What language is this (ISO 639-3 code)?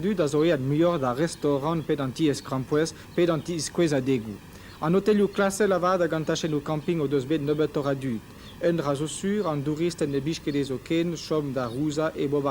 bre